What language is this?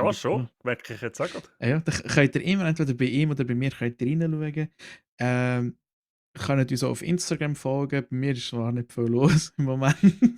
Swiss German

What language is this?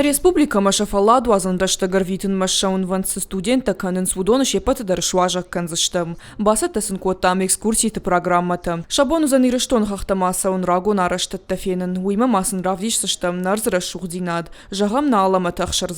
Ossetic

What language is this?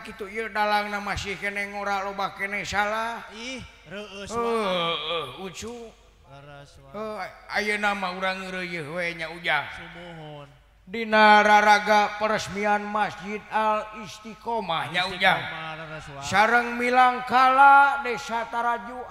Sundanese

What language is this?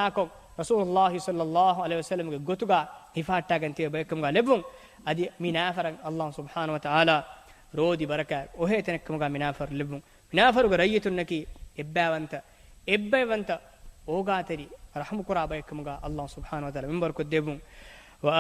Divehi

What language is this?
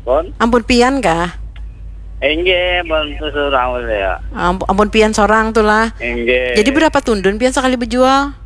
Banjar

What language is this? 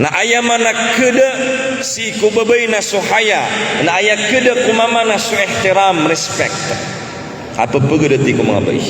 Maranao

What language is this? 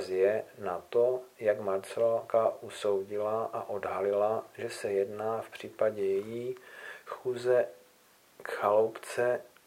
Czech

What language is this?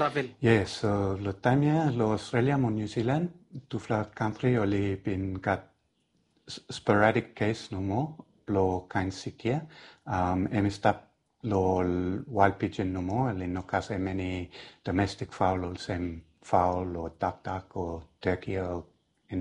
Bislama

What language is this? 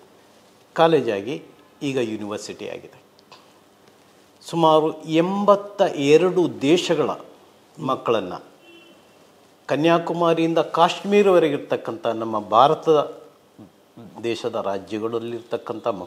Kannada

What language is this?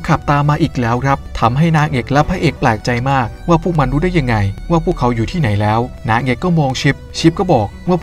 Thai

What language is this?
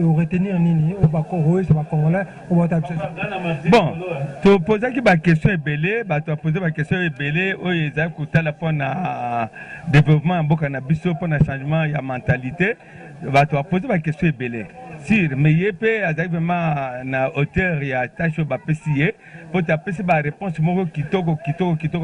Lingala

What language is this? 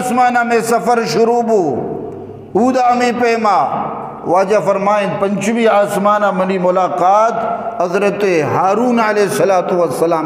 Eastern Balochi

